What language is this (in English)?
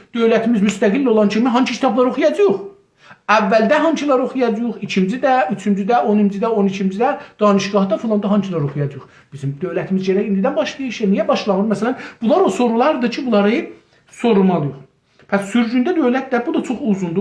South Azerbaijani